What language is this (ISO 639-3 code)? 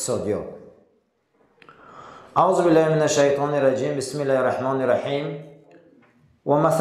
fas